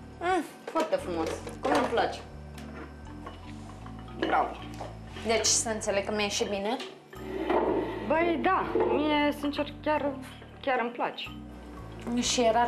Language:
Romanian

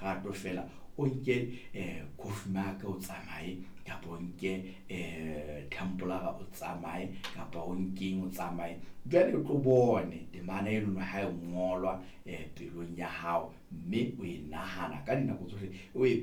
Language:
Southern Sotho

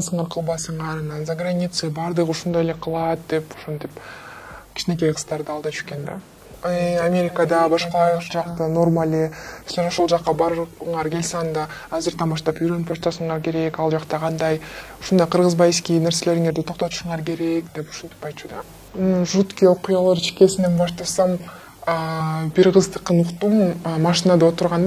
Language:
Kyrgyz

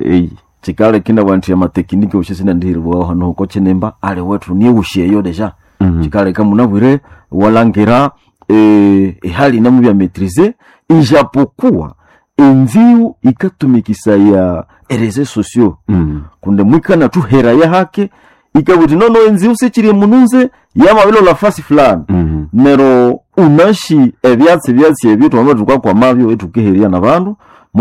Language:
Swahili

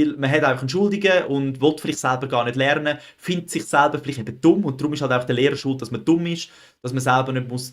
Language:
Swiss German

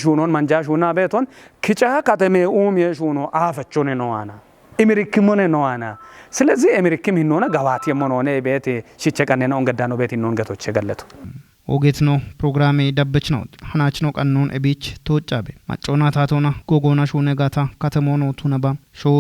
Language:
Kafa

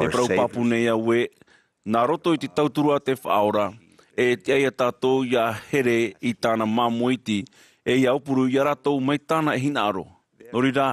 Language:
Tahitian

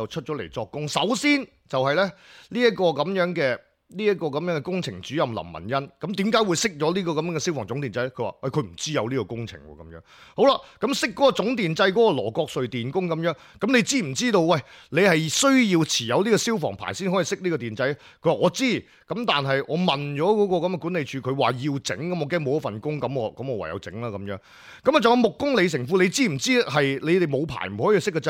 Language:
Cantonese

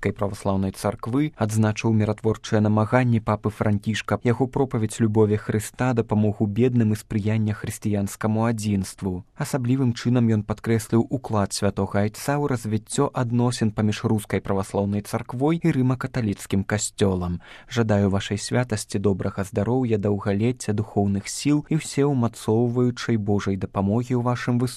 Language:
Belarusian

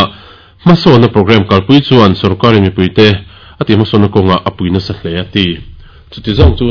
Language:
Mizo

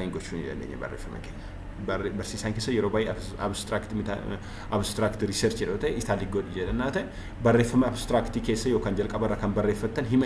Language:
Oromo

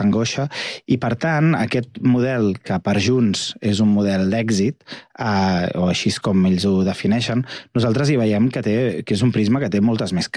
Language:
Catalan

